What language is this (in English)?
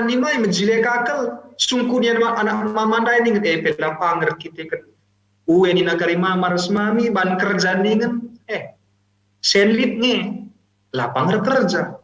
Batak Karo